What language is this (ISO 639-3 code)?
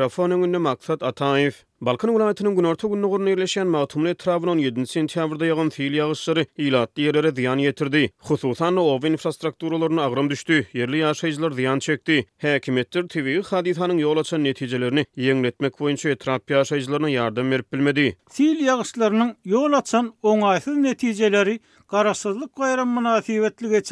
tuk